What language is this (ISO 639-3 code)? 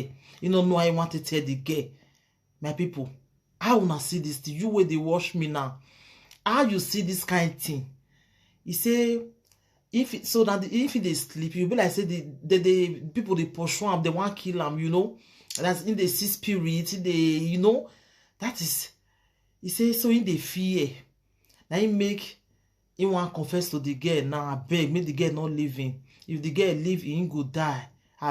pcm